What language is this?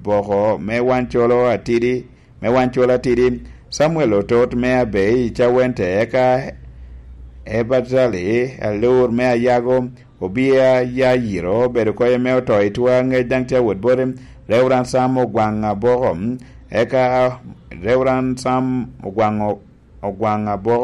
Lango (Uganda)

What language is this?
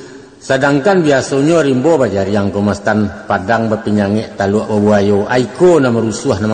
Minangkabau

